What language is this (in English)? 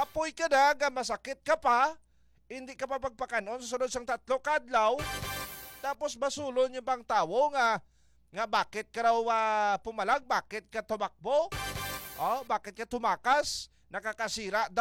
Hiligaynon